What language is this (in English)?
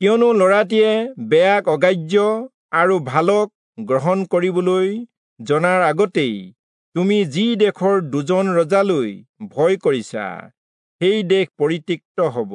Assamese